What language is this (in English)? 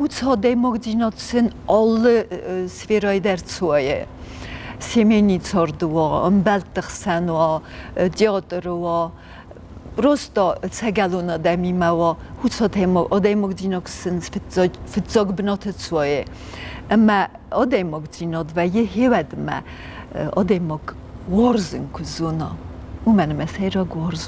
Ossetic